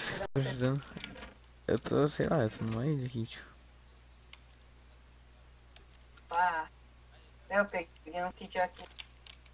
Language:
Portuguese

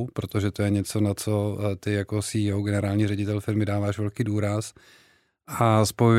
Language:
Czech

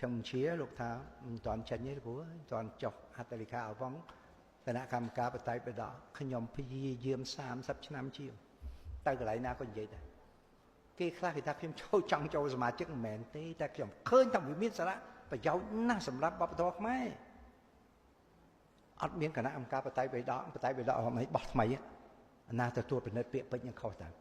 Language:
Khmer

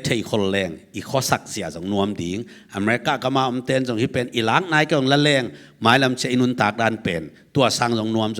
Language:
Tedim Chin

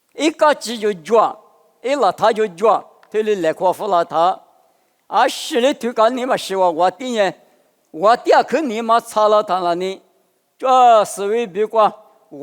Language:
Lisu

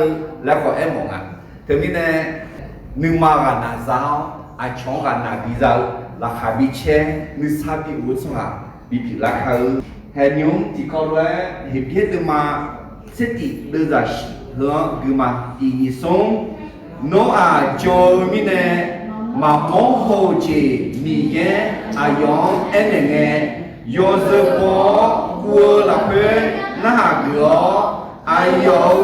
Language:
Akha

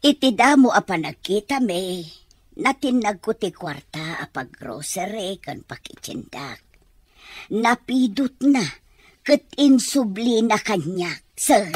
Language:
Iloko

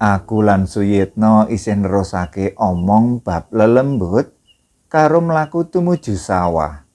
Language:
Javanese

